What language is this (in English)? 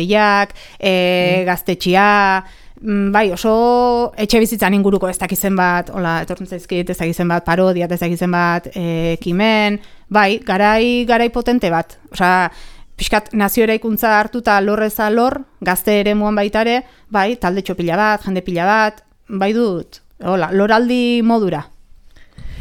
Basque